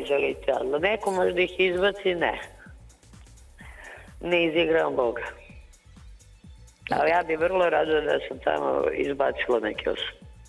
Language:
Serbian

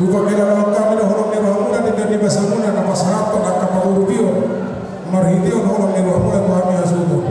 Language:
Batak Toba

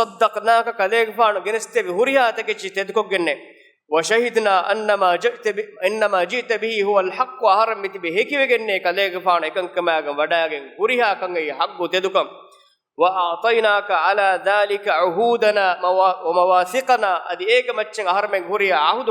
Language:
Divehi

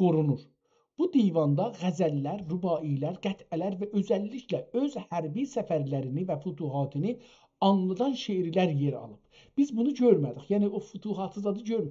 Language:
South Azerbaijani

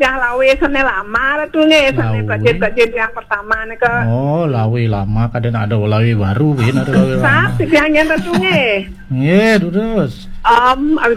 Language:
Balinese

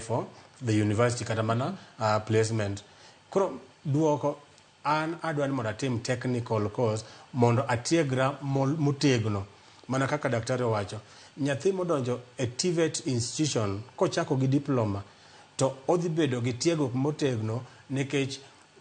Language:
Luo (Kenya and Tanzania)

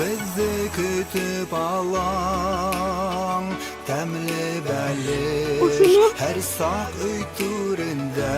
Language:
Bashkir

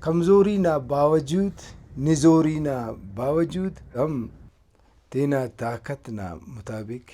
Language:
Brahui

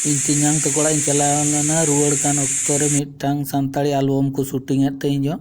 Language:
Santali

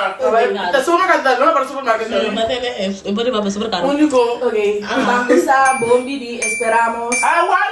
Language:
Papiamento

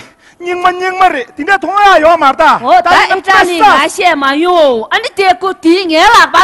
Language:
Tibetan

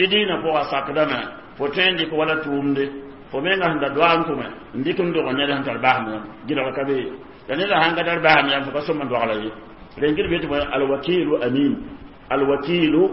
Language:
Mossi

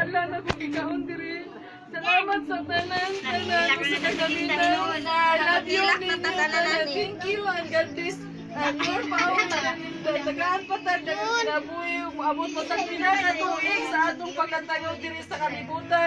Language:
Cebuano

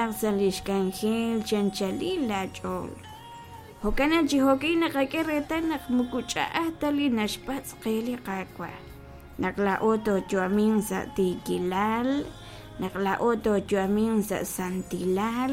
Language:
Kekchí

